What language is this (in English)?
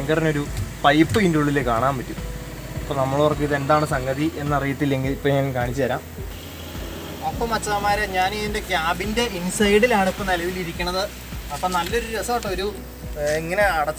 Malayalam